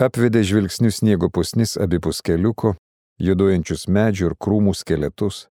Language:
Lithuanian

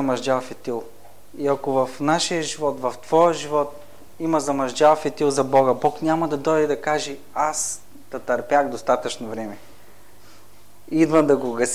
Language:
Bulgarian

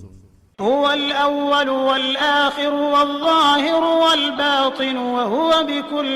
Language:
Maranao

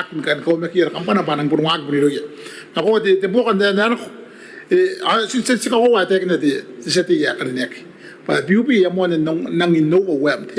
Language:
Gilbertese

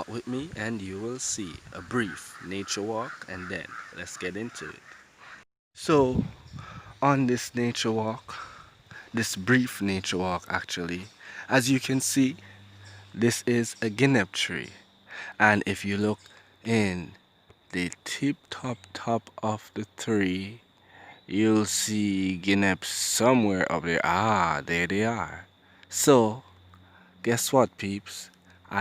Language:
Jamaican Creole English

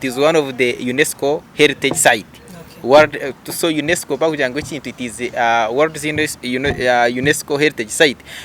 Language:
Nyankole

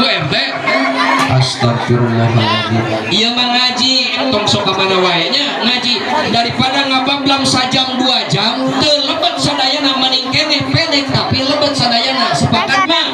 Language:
Sundanese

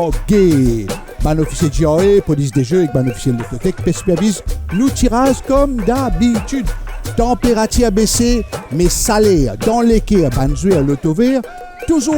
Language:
Morisyen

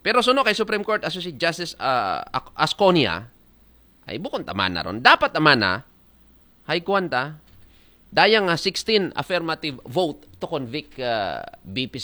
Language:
Aklanon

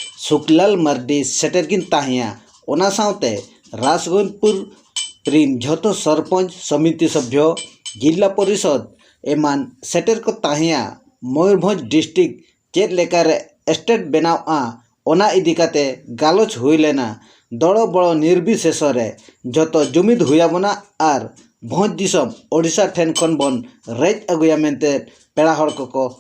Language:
Santali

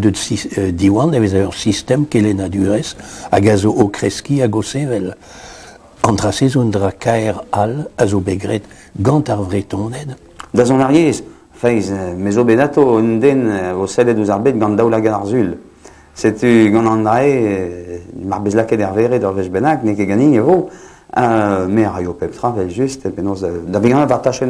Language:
Breton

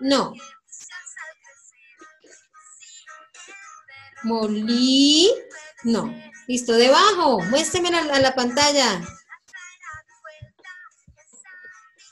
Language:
Spanish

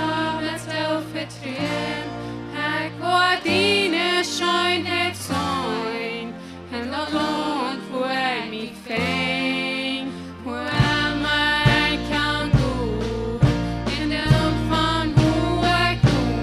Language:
Plautdietsch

